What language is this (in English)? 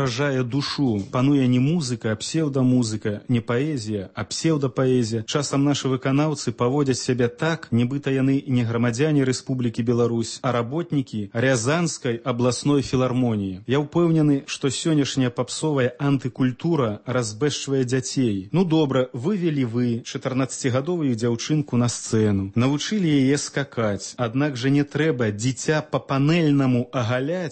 Belarusian